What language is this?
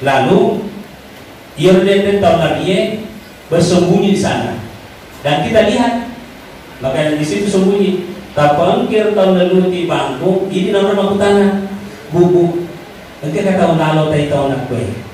Buginese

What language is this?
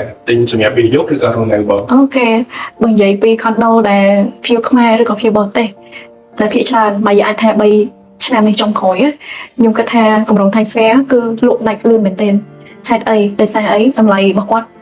Khmer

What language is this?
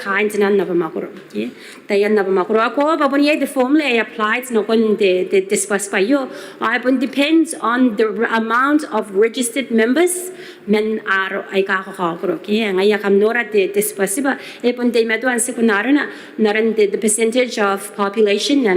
Gilbertese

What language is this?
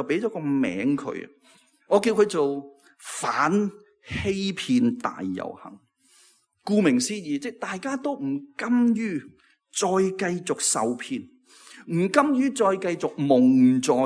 Cantonese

